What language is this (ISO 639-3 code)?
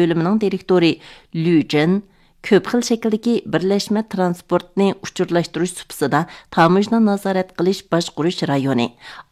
uig